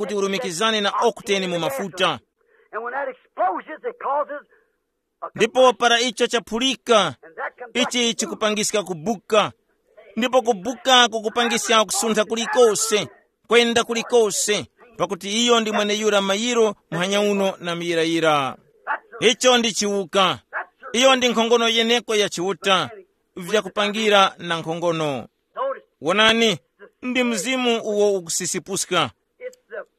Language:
Tumbuka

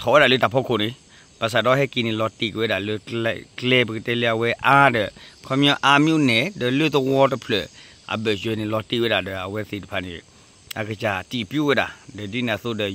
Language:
S'gaw Karen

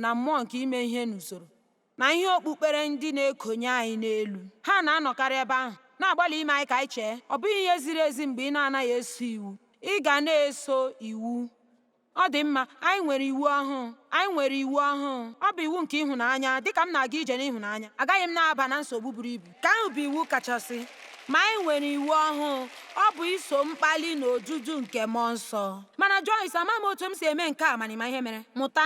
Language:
Igbo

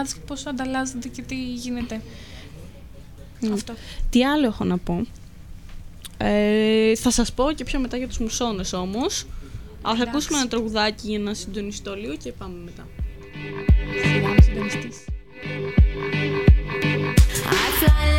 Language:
Greek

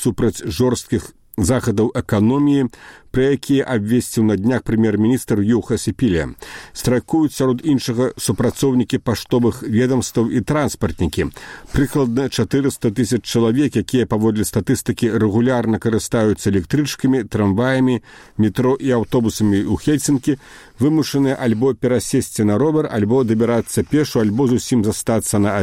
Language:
Belarusian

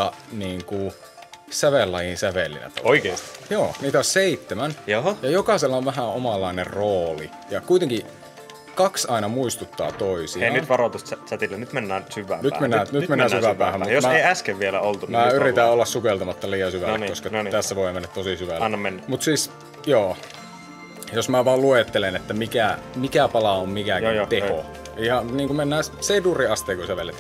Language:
Finnish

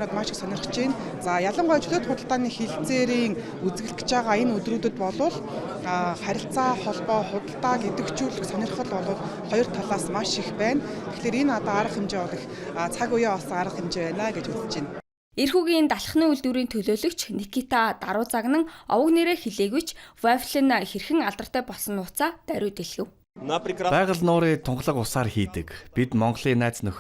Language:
Mongolian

